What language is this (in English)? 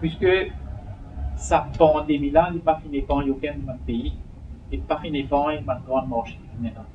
Morisyen